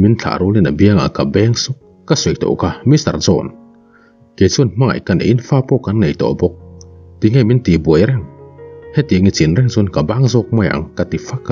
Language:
Mizo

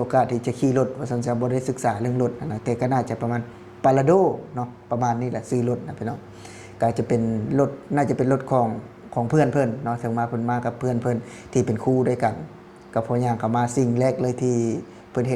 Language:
Lao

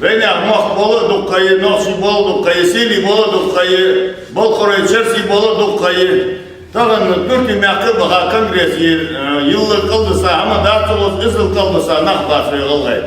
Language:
Ingush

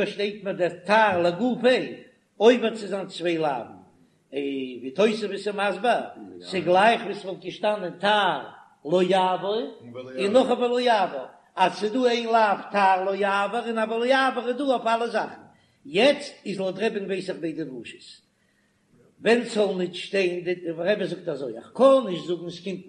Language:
Yiddish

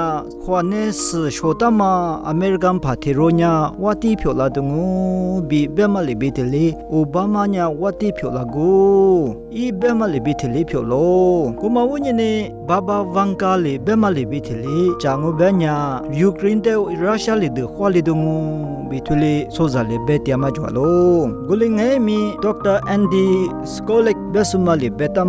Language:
Lisu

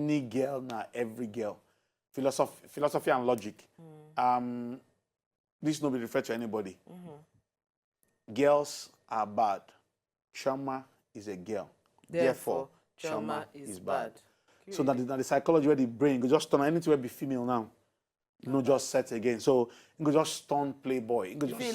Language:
Nigerian Pidgin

